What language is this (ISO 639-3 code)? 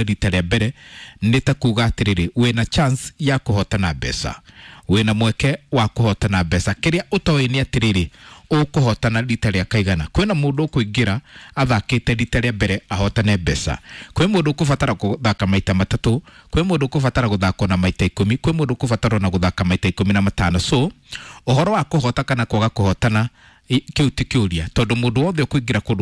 kik